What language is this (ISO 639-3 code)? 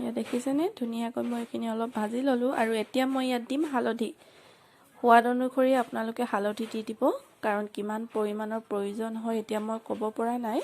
asm